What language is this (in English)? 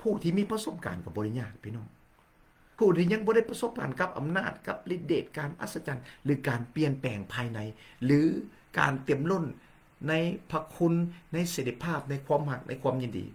Lao